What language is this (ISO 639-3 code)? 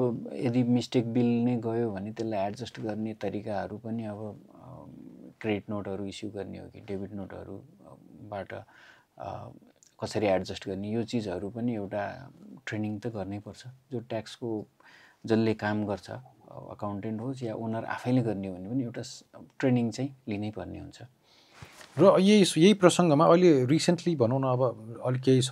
nep